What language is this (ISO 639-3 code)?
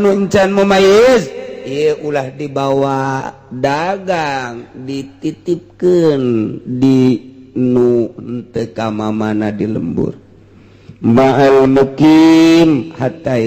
sun